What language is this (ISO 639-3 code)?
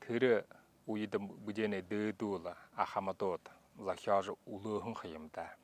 bua